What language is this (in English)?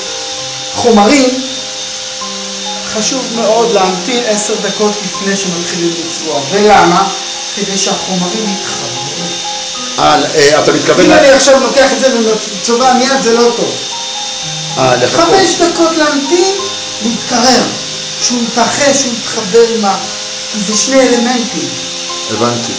Hebrew